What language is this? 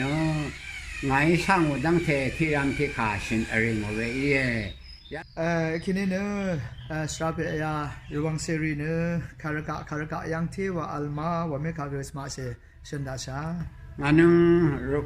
Rawang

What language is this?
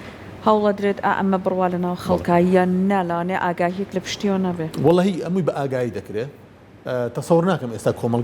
Central Kurdish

